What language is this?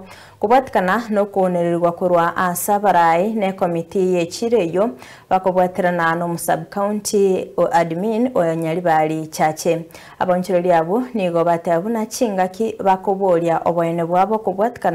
Gusii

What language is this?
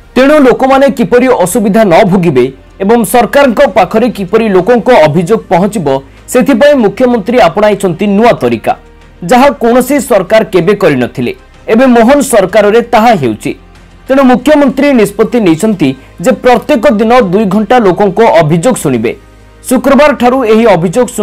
Odia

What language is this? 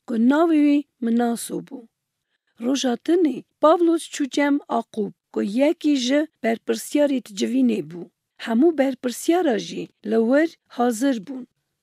Kurdish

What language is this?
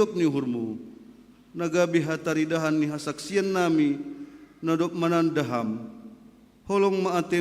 Batak Simalungun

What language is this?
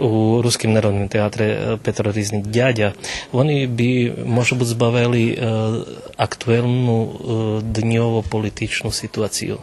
Rusyn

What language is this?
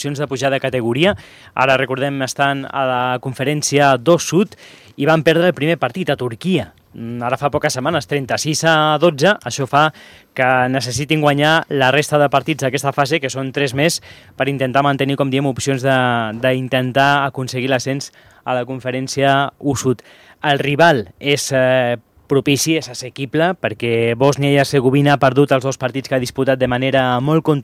Catalan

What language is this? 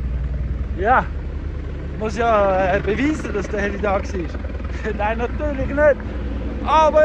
Swiss German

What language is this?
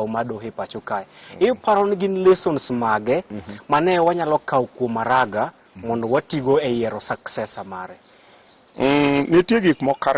Luo (Kenya and Tanzania)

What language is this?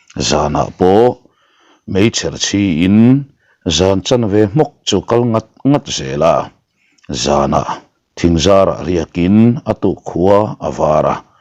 Mizo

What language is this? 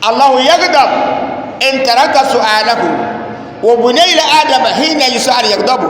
Dagbani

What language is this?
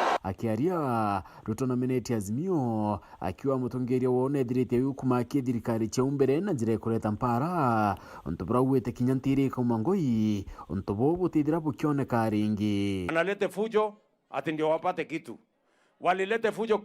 Meru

